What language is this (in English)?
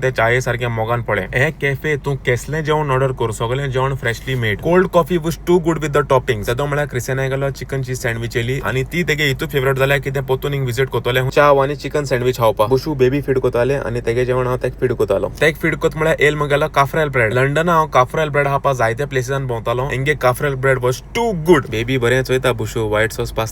Konkani